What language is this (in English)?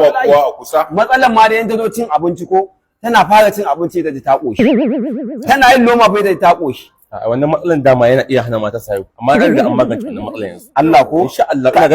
Hausa